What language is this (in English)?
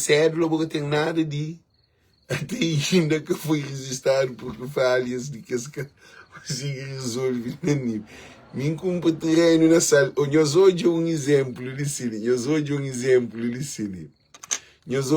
Kabuverdianu